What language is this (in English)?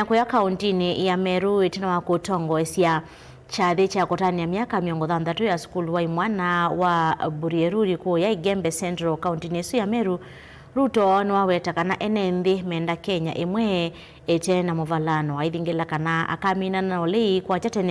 Kamba